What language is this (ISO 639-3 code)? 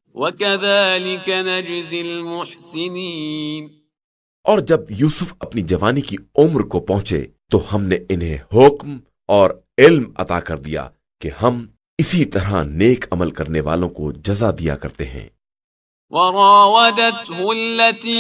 urd